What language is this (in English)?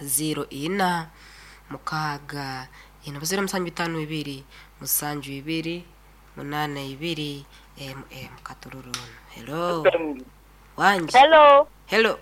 Nyoro